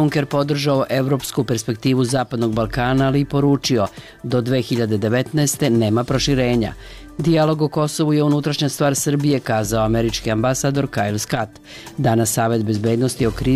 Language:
Serbian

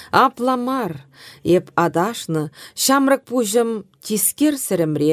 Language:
Chuvash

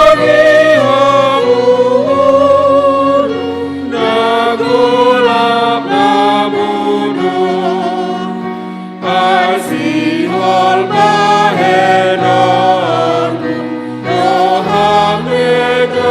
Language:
Batak Simalungun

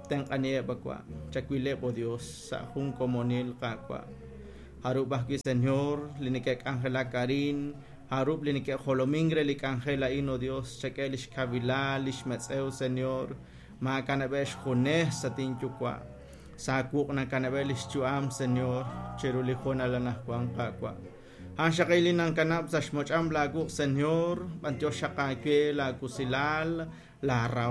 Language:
Kekchí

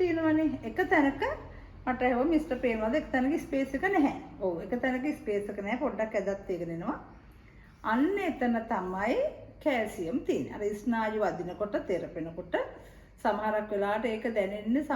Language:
Sinhala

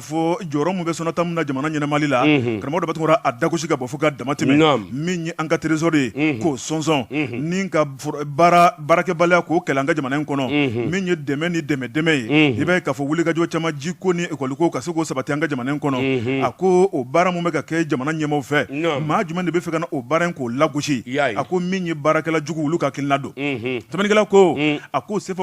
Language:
Bambara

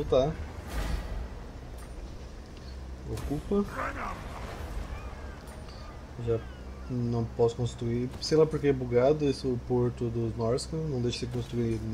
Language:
Portuguese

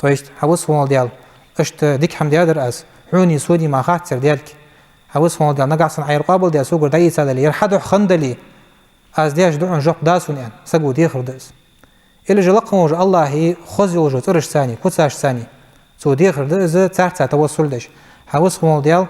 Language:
Ingush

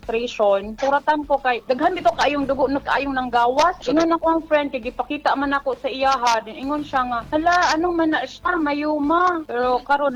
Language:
Cebuano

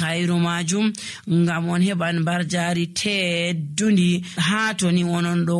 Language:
Nigerian Fulfulde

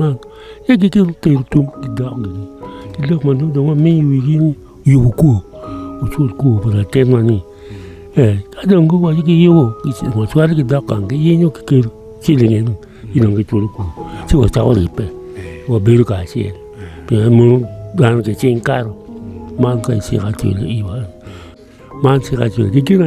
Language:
Acoli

